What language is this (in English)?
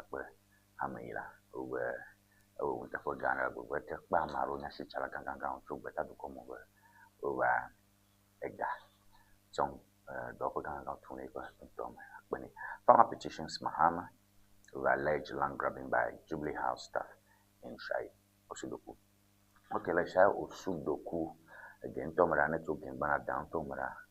Ewe